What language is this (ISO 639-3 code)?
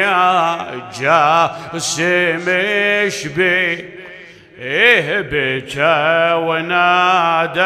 acm